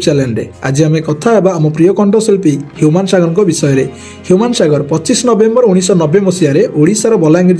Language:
Odia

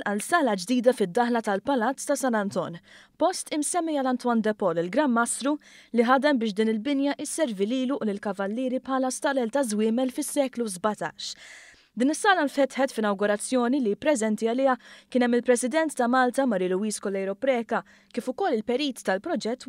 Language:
Maltese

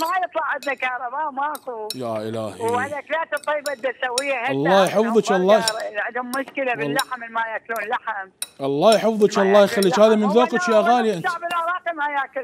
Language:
Mesopotamian Arabic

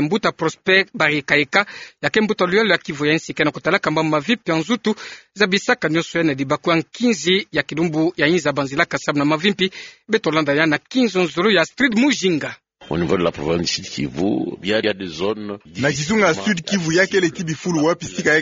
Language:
Kituba (Democratic Republic of Congo)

